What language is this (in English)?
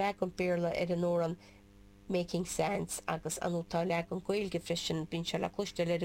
Irish